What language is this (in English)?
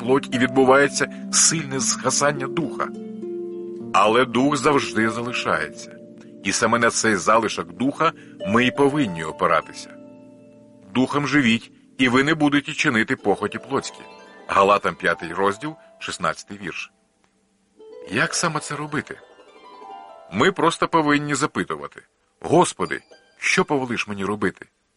Ukrainian